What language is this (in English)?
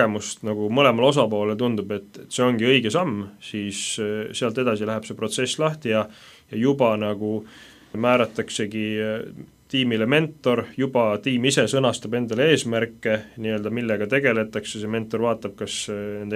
Estonian